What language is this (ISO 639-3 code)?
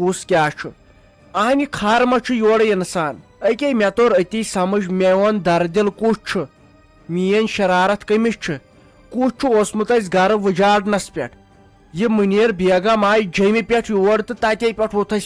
kas